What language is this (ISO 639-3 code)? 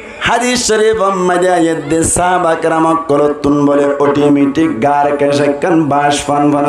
rhg